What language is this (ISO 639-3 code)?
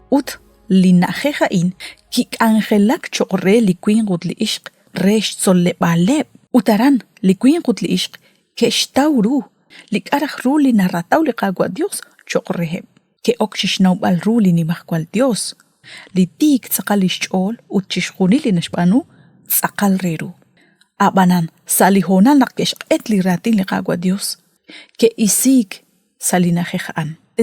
kek